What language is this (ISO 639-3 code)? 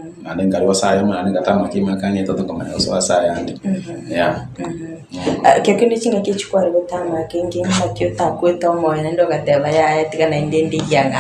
guz